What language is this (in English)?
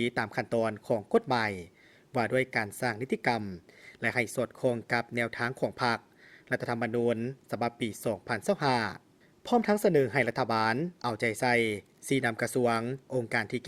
Lao